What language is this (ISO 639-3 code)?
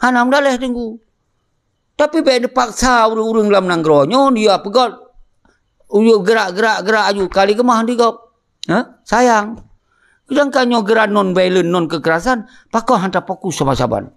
ace